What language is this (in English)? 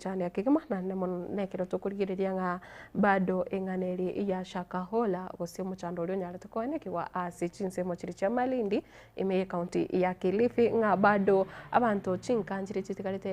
Gusii